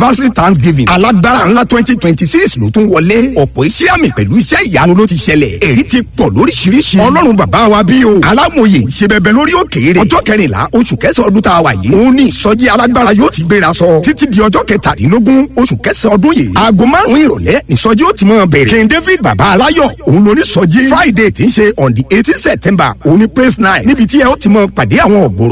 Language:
Yoruba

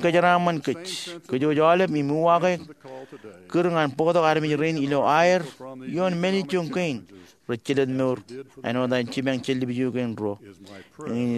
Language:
Marshallese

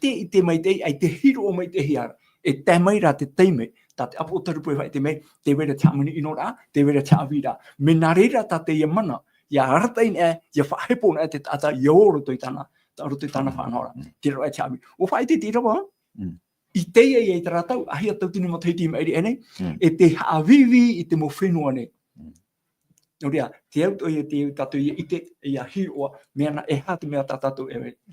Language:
Tahitian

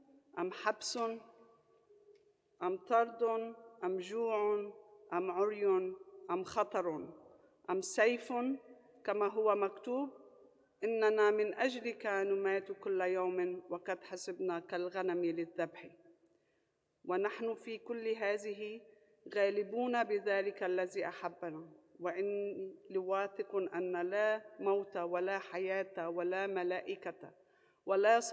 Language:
Arabic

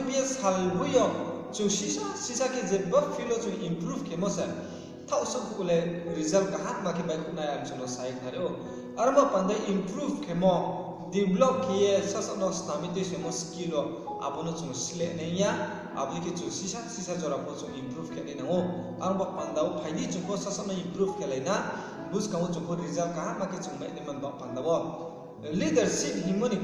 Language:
Riang (India)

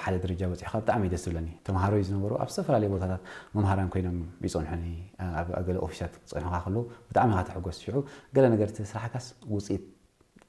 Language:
Tigrinya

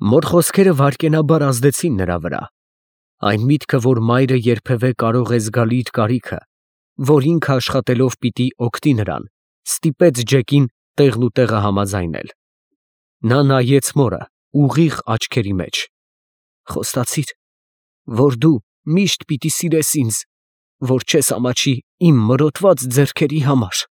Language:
Armenian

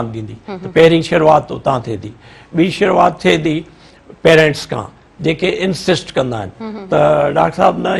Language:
Sindhi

